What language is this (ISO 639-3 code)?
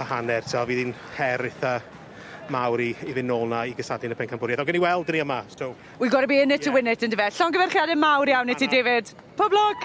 cym